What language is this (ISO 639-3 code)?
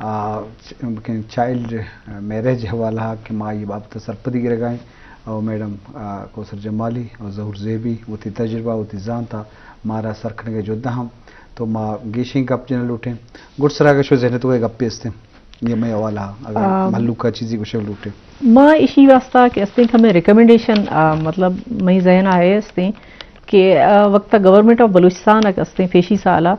bgp